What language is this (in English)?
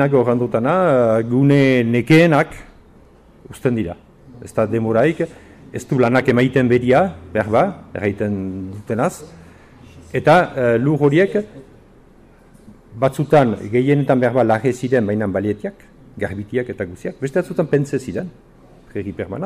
Basque